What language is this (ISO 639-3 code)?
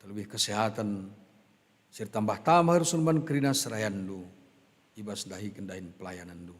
btx